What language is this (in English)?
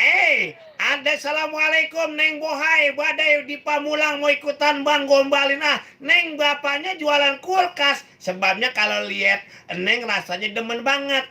Betawi